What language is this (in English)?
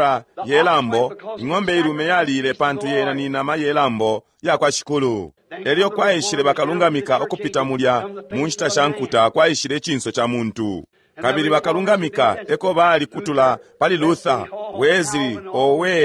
Bemba